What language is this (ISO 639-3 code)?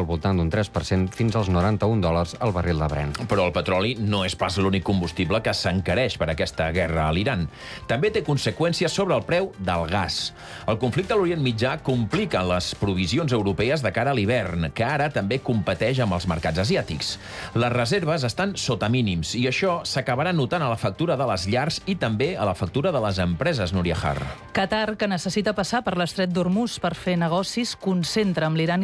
cat